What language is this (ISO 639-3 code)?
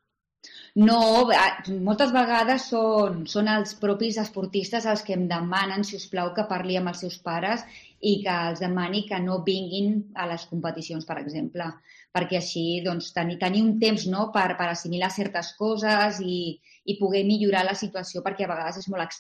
cat